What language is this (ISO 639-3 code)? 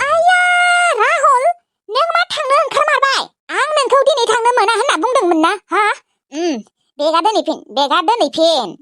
brx